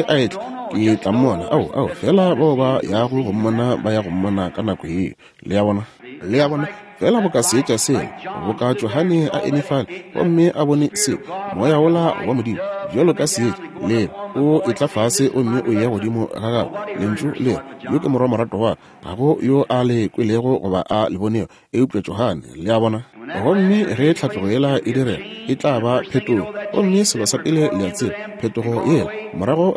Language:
Northern Sotho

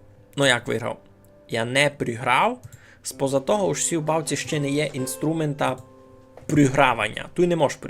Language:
Rusyn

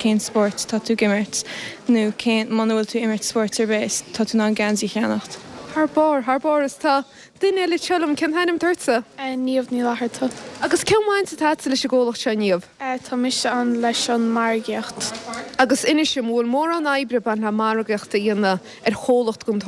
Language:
Irish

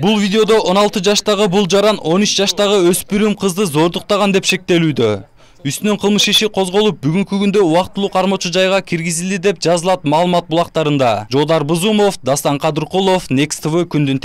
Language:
Kyrgyz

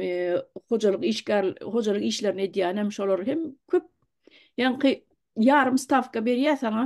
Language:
Turkmen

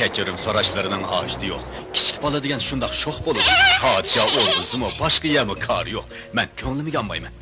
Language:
Uyghur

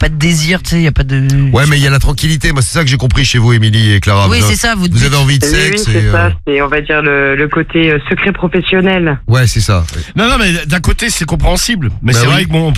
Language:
French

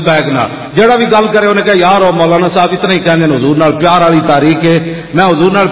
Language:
Western Panjabi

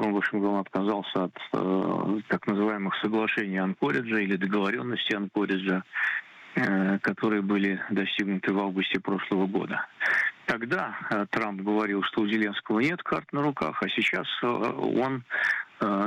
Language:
Russian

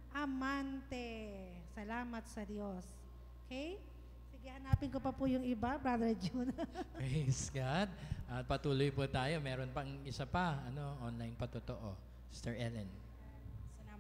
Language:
Filipino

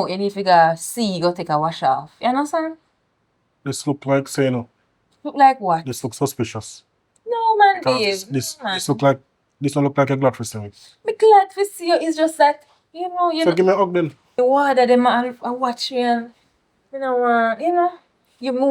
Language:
Jamaican Creole English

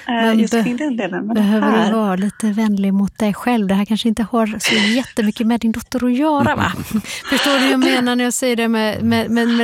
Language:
Swedish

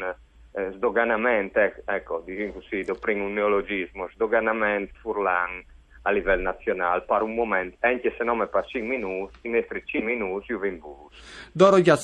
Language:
Friulian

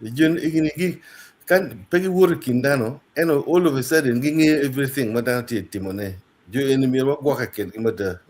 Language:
Acoli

